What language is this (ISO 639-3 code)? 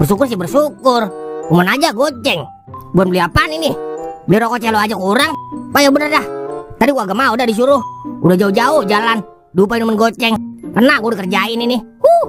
bew